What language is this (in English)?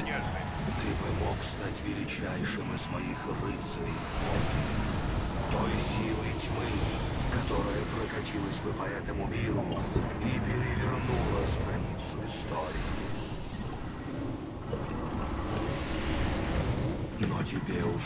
Russian